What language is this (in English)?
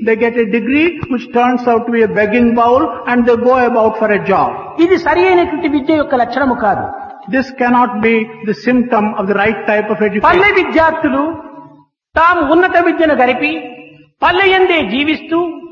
Telugu